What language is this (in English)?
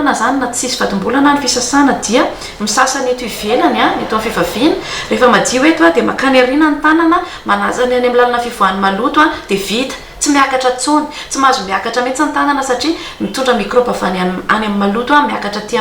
Malagasy